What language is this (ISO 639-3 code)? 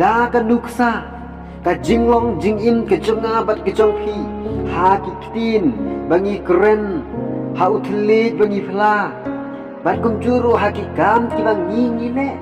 kha